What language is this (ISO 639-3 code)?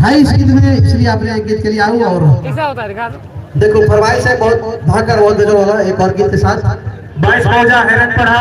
sck